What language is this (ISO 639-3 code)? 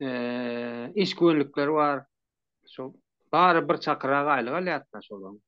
tuk